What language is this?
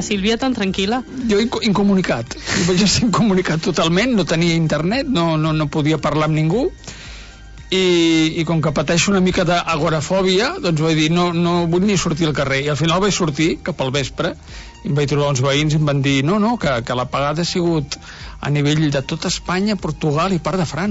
Catalan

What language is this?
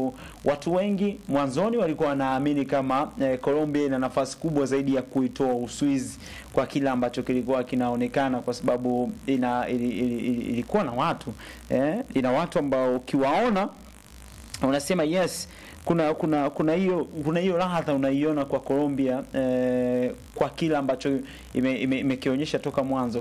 Swahili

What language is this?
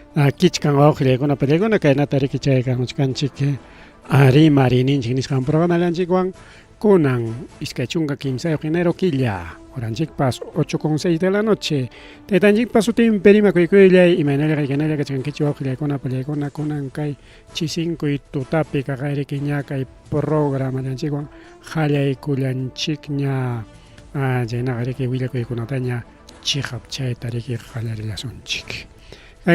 Ayacucho Quechua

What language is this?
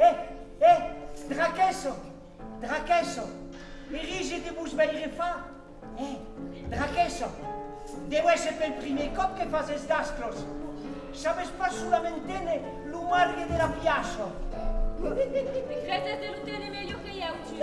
Occitan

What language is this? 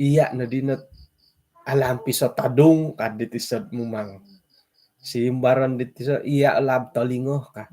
Central Dusun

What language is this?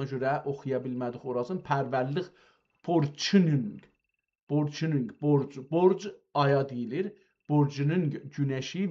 South Azerbaijani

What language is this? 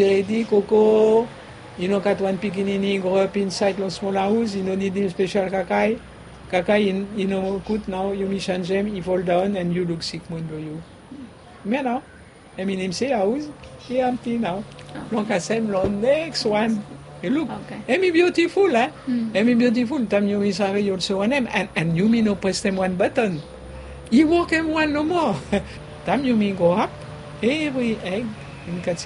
Bislama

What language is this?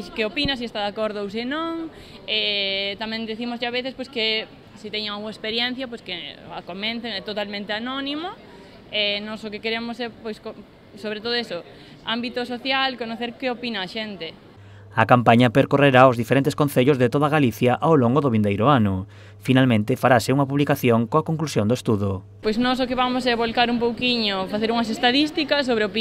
Galician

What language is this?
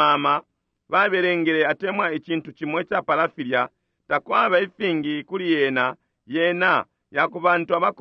Bemba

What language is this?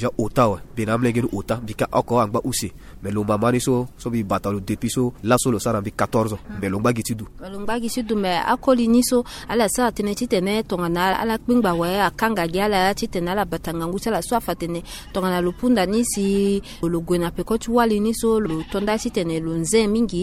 Sango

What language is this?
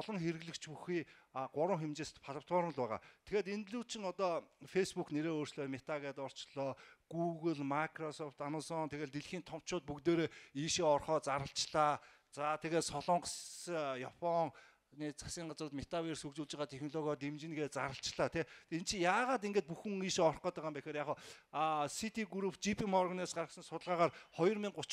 Mongolian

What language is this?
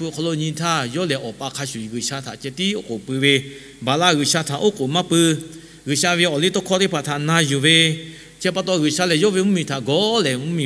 Lahu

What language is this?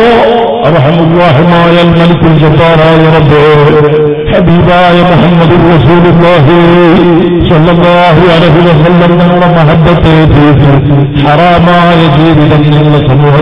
Malayalam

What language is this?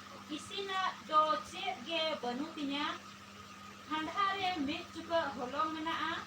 Santali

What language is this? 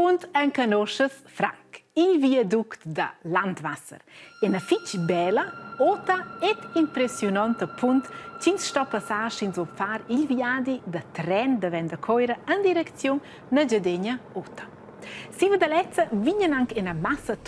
Romansh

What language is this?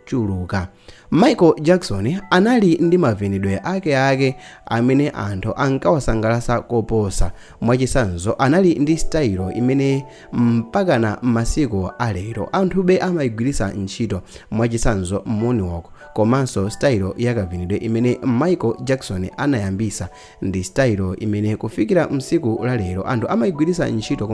Nyanja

